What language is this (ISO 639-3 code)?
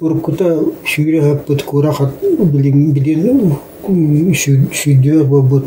sah